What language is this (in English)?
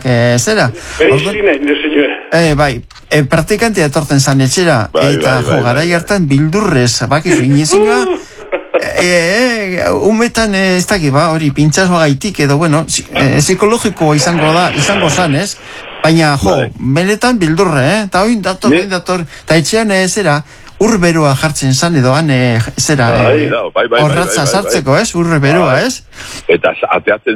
Basque